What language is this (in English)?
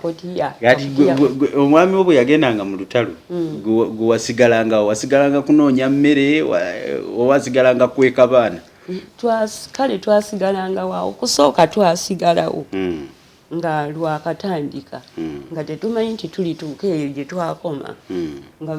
Ganda